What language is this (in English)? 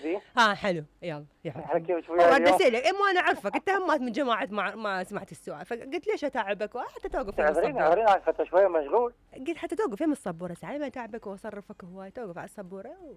Mesopotamian Arabic